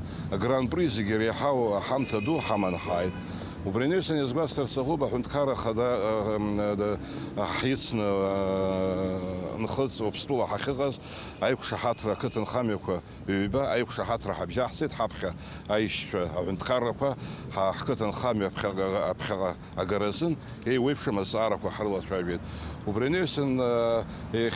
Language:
Abkhazian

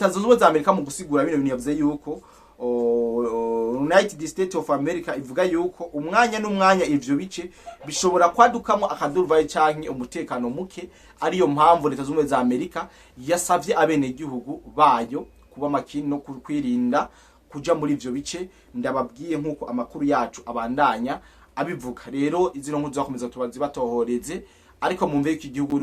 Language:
Rundi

